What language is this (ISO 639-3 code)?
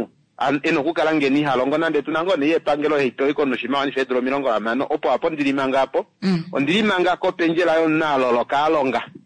kua